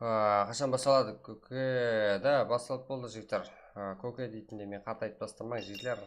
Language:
Kara-Kalpak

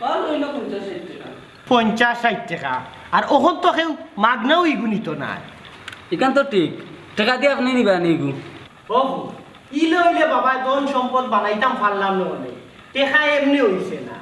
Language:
Sylheti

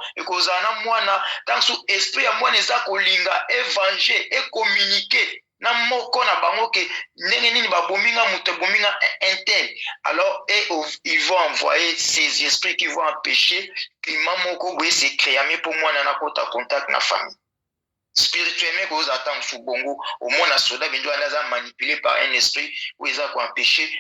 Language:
Lingala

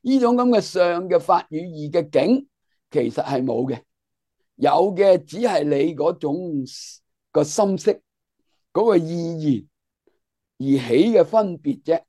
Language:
Cantonese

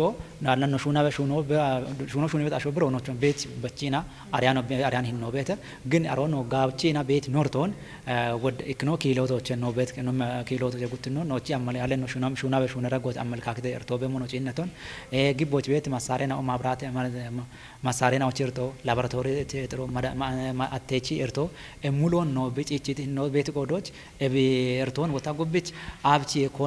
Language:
Kafa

